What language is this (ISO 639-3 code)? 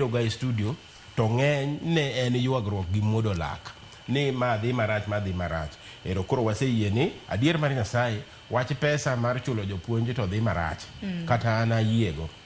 luo